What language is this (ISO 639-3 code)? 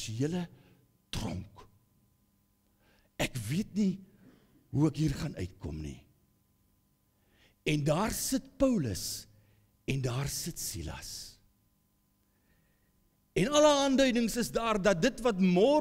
afr